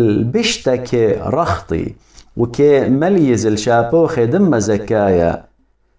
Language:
Assyrian Neo-Aramaic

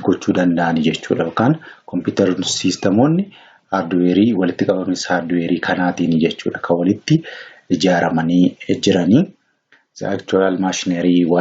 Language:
Oromo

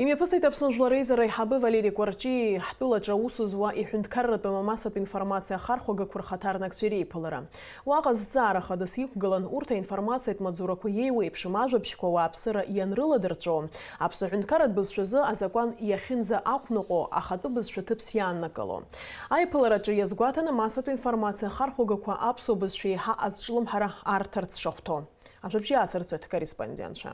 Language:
Abkhazian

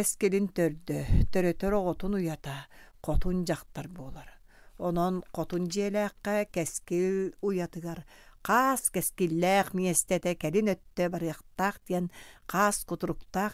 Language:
Yakut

